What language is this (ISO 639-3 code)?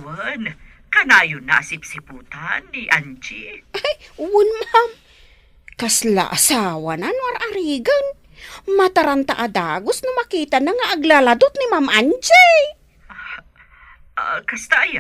ilo